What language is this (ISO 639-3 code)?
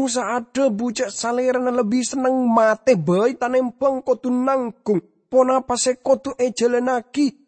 mad